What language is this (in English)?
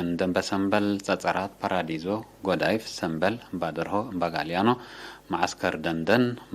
Tigre